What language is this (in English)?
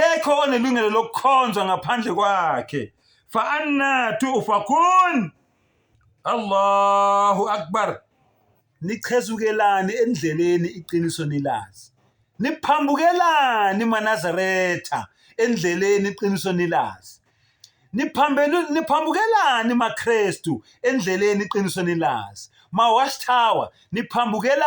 Zulu